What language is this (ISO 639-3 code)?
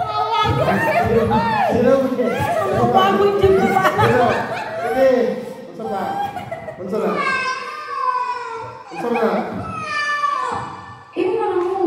ceb